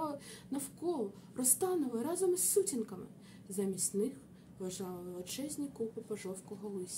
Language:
Ukrainian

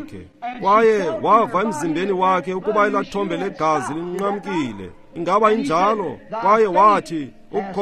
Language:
Xhosa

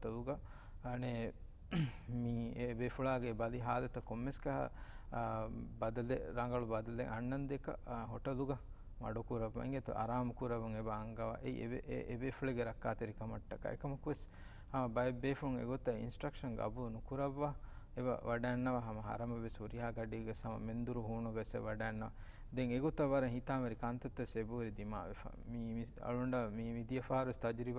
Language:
Divehi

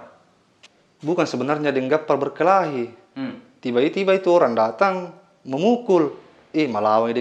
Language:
Makassar Malay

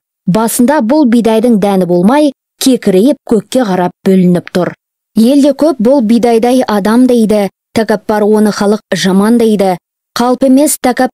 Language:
Kazakh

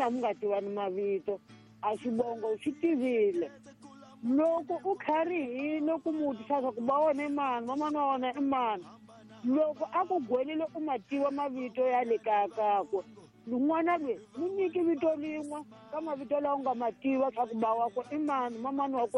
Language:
Tsonga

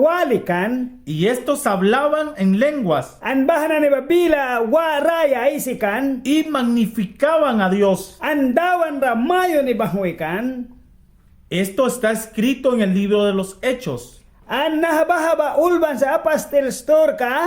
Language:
Mískito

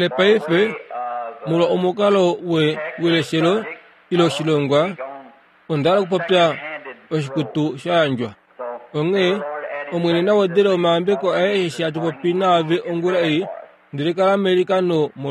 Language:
Kuanyama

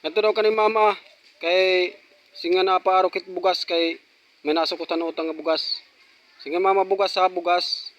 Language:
Waray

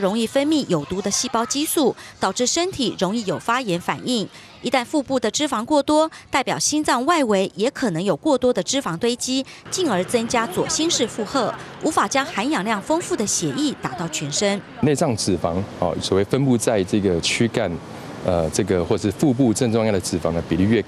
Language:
Chinese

